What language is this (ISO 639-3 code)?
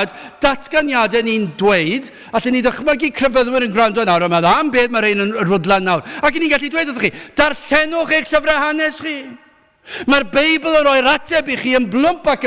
cym